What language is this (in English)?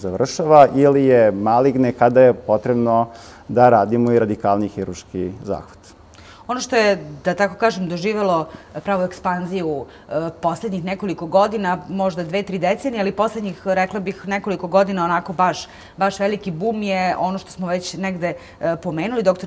Serbian